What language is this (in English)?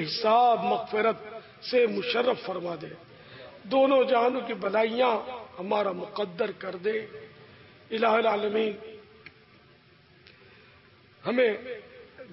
Urdu